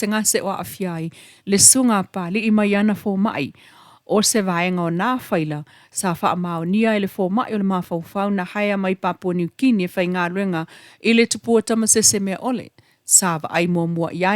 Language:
Samoan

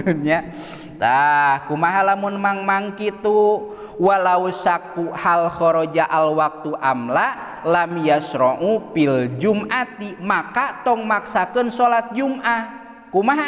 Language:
Sundanese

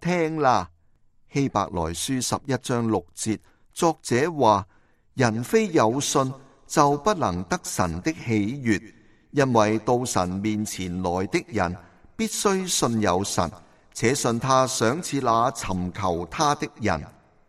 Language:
Cantonese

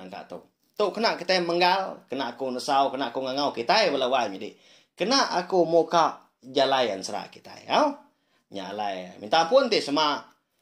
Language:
Iban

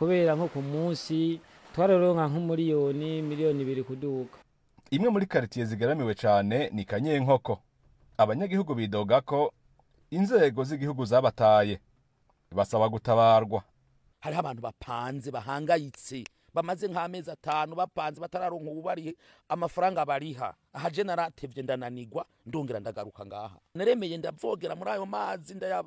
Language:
Rundi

